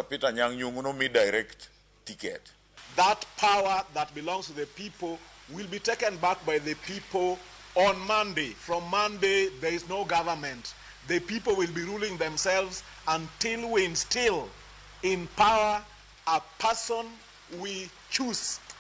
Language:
Luo (Kenya and Tanzania)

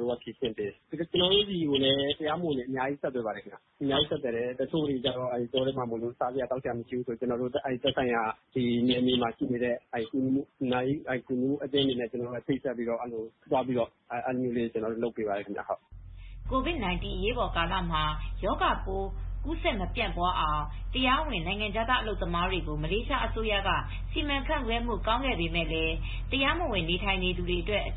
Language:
Burmese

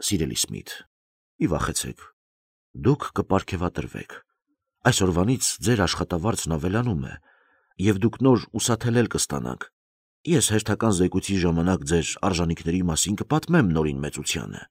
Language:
Armenian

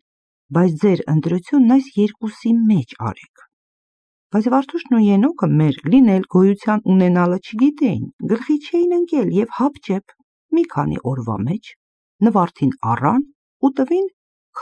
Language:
Armenian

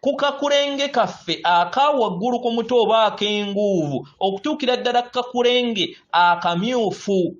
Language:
Ganda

